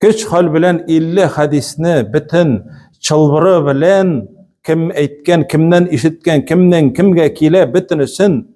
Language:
Tatar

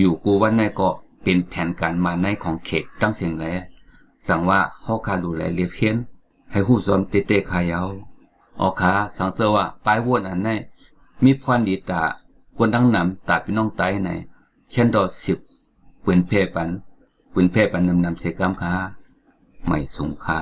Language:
Shan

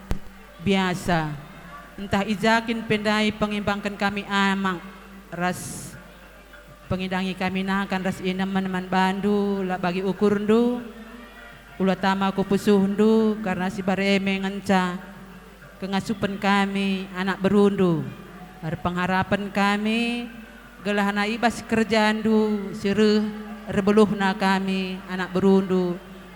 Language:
Batak Karo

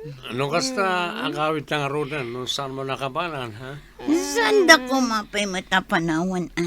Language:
Iloko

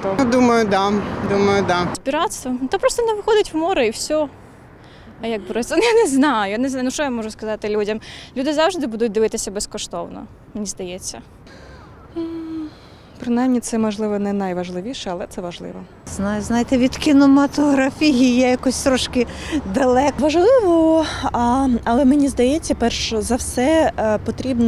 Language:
Ukrainian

